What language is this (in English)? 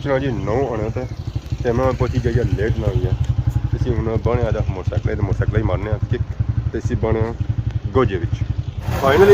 Pahari-Potwari